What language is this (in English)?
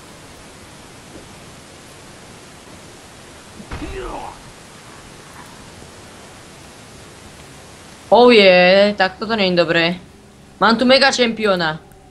Slovak